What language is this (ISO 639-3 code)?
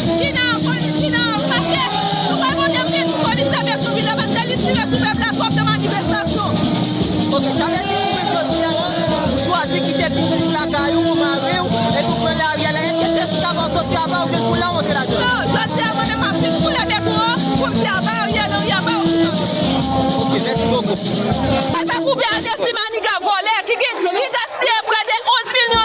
hat